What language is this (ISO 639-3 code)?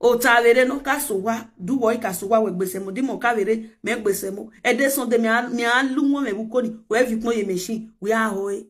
pcm